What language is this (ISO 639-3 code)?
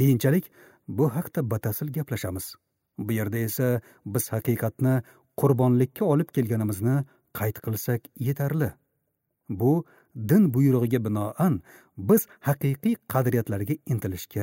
uzb